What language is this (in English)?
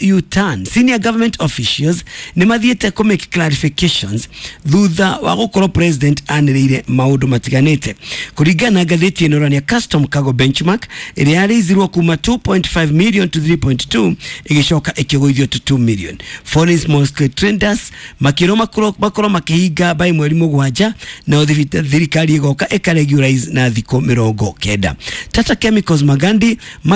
Kikuyu